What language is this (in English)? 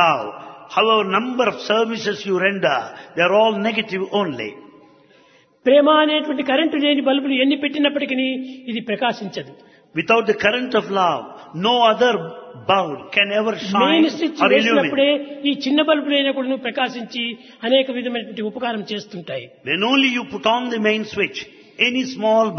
Telugu